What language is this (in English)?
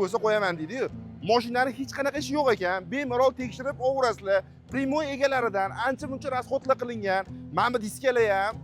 Uzbek